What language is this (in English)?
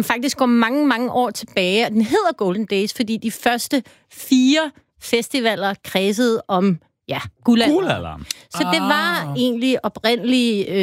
Danish